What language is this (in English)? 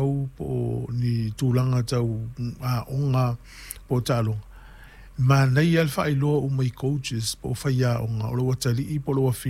Samoan